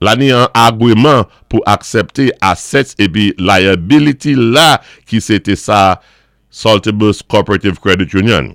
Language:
Saint Lucian Creole French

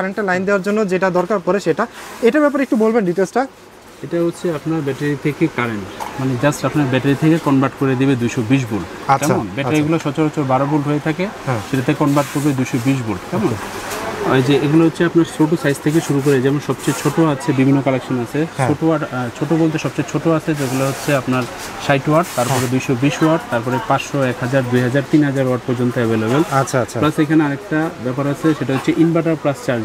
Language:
Bangla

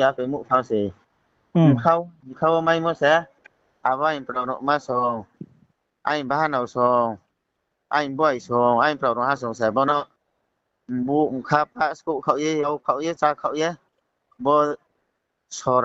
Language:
Riang (India)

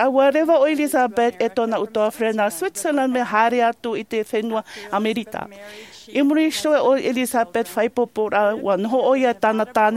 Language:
Tahitian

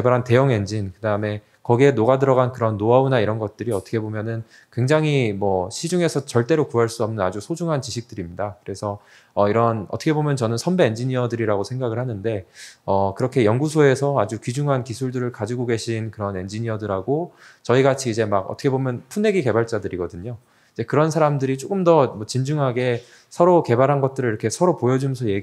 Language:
Korean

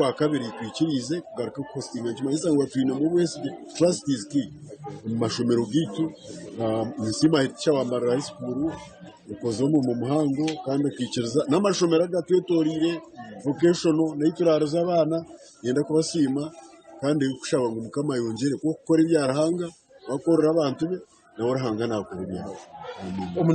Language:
Nyankole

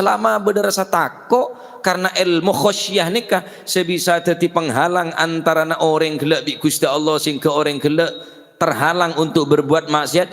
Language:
Madurese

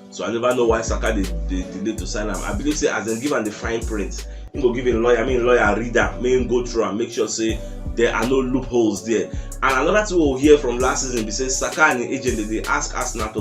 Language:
Nigerian Pidgin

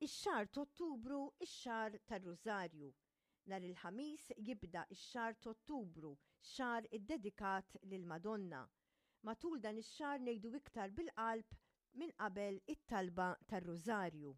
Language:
Maltese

